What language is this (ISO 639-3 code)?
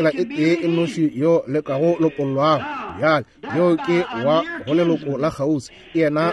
nso